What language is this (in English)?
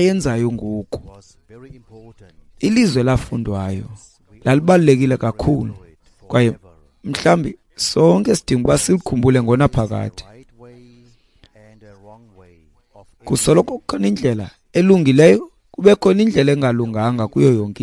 Xhosa